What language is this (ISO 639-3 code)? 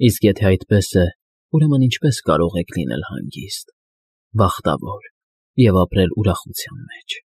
hye